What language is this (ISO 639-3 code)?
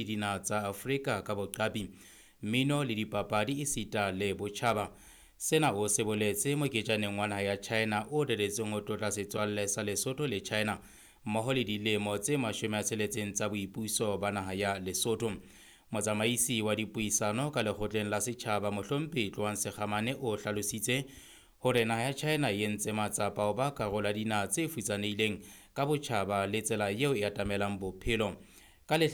sot